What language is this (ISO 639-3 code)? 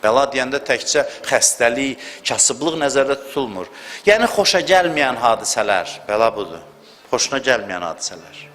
aze